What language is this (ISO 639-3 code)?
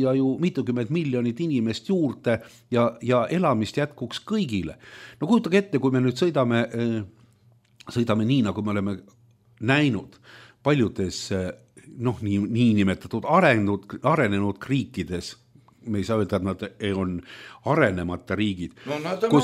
est